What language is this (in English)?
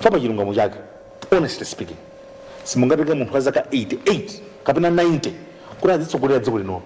Nyanja